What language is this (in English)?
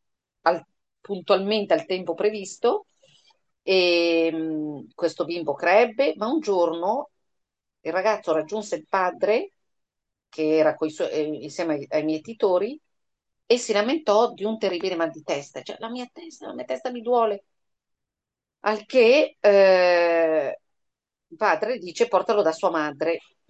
Italian